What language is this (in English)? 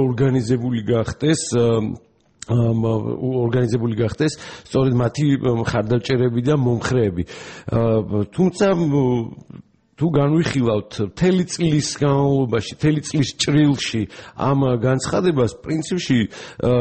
Georgian